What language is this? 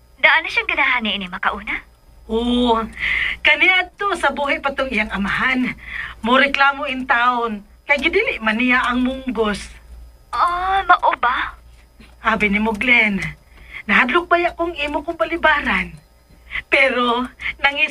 Cebuano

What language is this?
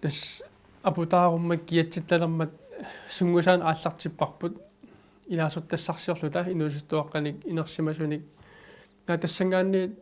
Kalaallisut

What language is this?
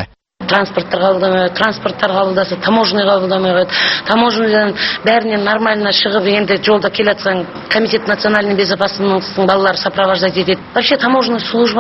Kazakh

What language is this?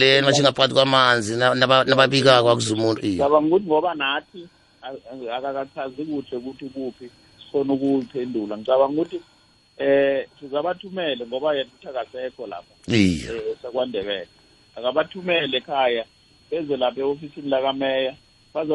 South Ndebele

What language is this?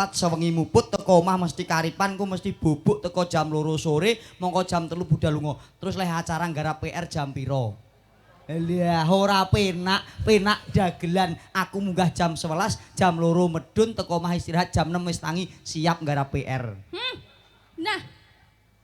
Javanese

